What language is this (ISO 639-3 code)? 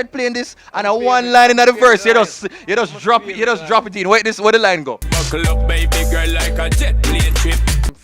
jam